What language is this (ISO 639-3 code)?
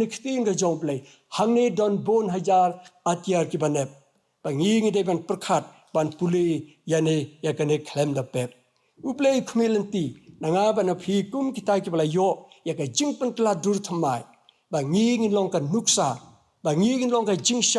kha